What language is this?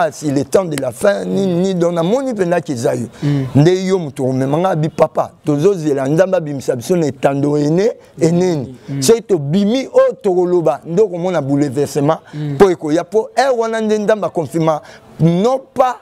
Lingala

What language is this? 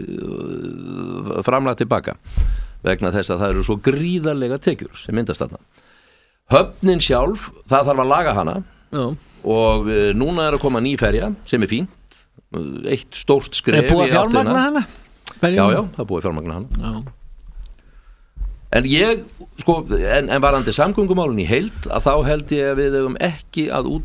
Icelandic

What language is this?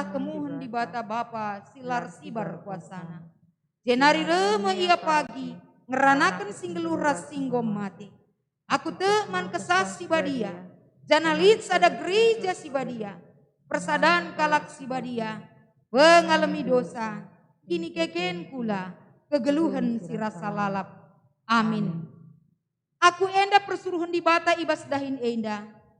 Batak Karo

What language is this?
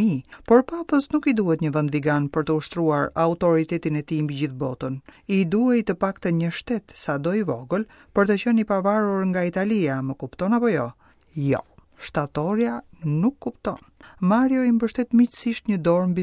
Albanian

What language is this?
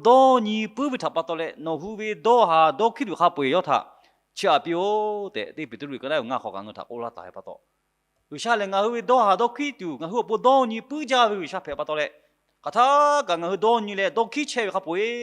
Lahu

